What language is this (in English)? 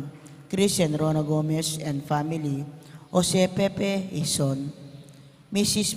Pampanga